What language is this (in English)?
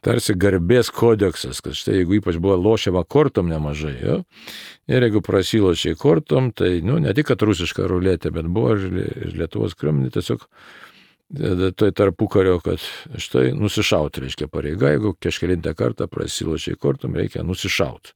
Lithuanian